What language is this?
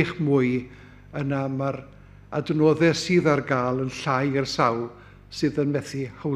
Welsh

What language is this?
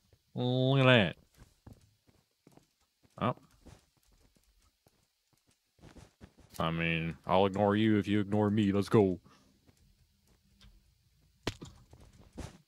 English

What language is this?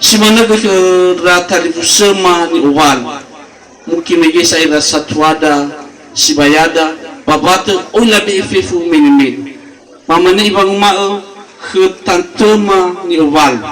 Nias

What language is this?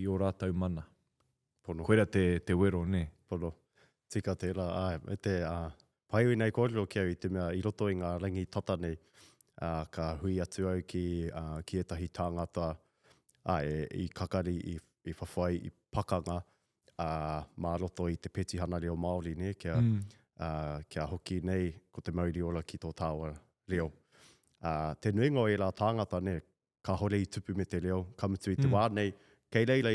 Māori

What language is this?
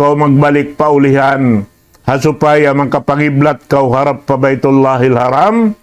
Tausug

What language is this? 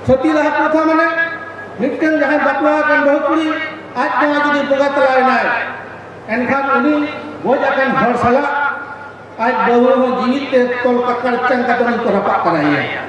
Santali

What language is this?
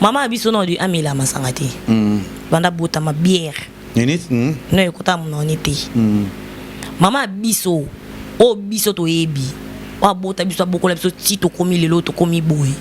Lingala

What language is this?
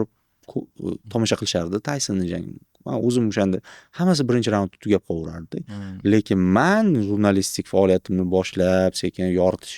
Uzbek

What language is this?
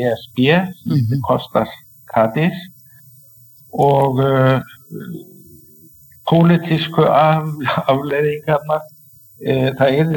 Icelandic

